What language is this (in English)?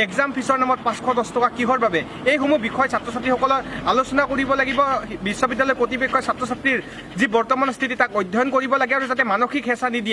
Assamese